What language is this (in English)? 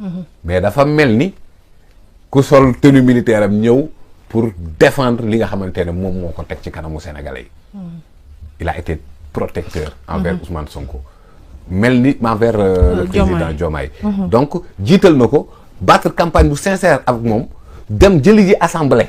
Wolof